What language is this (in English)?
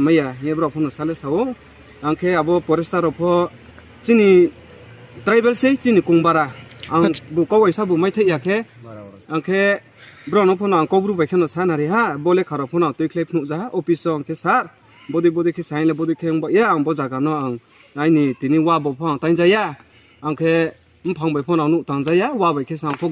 Riang (India)